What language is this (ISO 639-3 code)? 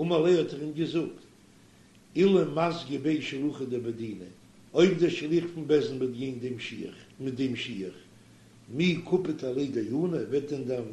yid